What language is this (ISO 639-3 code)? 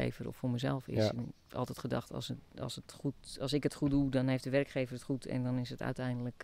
nld